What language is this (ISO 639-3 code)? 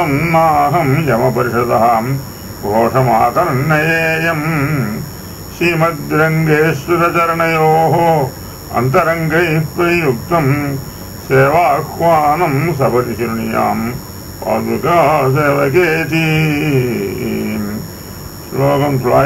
tam